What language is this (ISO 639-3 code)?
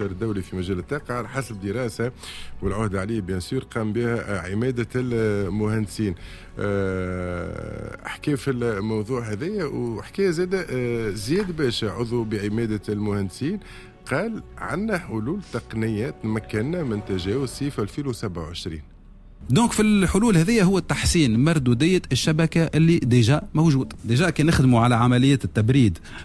aeb